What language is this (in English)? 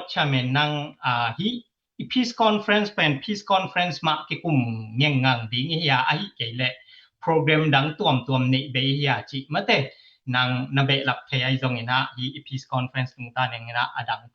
Tedim Chin